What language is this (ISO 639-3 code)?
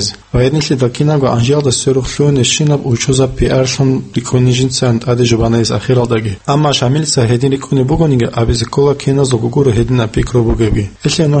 ava